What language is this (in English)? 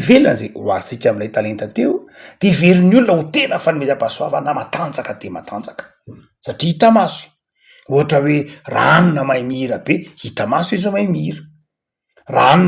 Malagasy